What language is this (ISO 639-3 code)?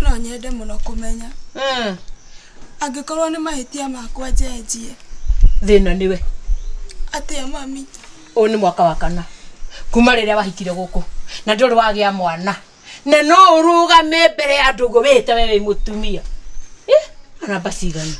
kik